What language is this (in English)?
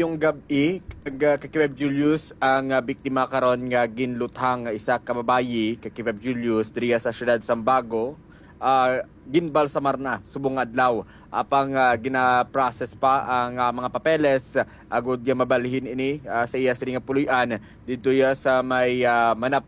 Hiligaynon